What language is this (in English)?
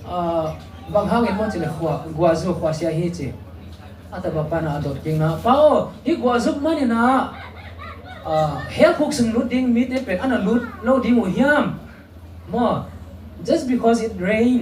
Tedim Chin